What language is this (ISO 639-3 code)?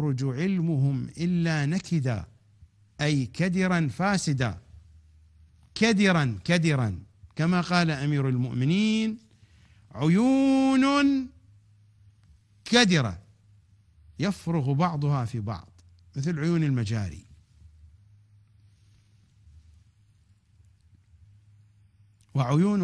ara